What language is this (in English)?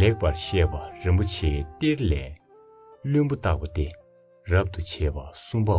Tibetan